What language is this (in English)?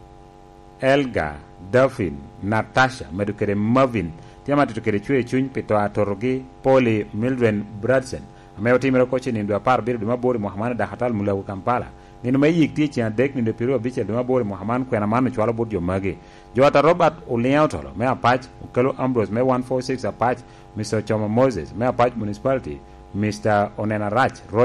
Lango (Uganda)